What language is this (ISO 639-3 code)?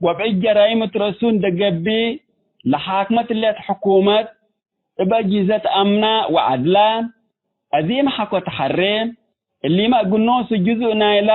tig